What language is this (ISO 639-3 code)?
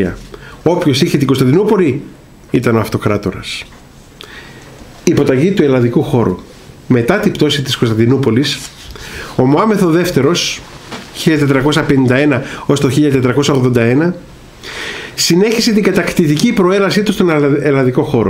ell